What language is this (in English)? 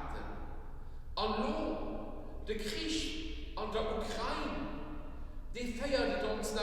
Luxembourgish